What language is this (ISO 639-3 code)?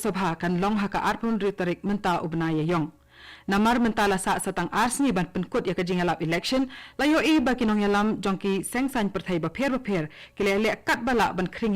kha